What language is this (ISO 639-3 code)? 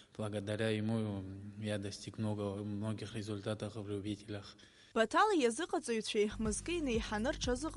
abk